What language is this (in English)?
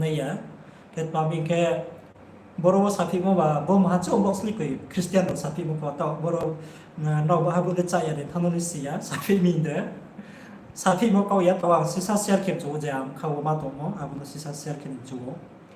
Riang (India)